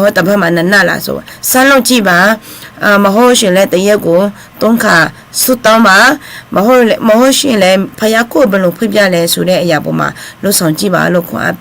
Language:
Akha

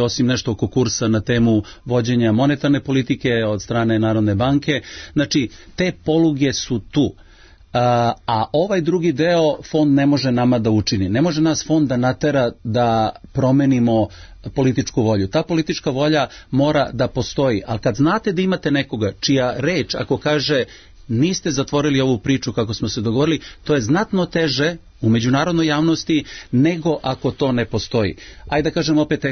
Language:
Serbian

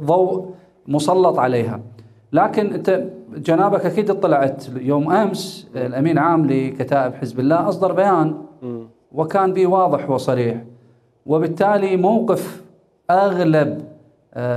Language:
Mesopotamian Arabic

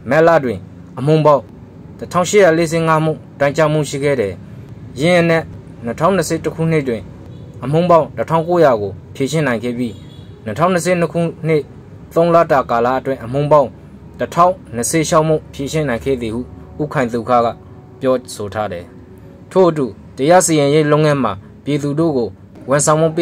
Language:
Burmese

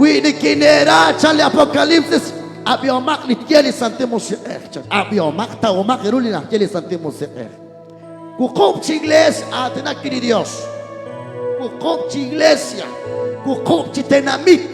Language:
Kekchí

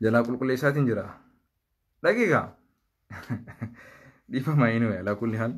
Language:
Oromo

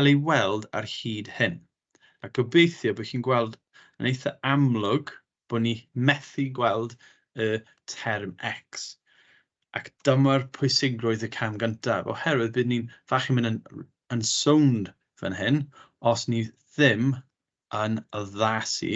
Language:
Welsh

